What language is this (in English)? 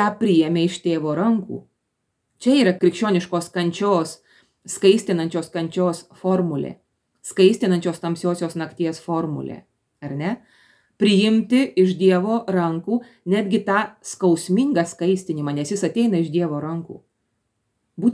Lithuanian